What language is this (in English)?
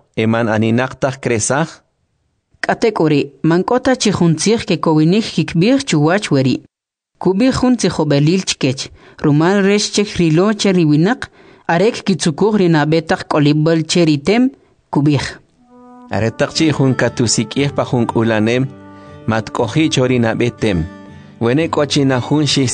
Kʼicheʼ